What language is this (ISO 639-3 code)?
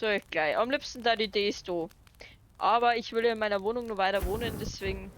bar